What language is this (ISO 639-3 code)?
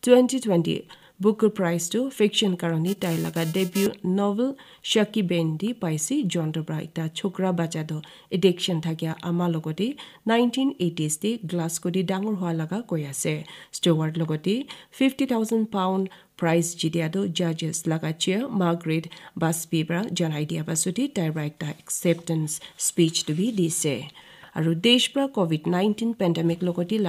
nag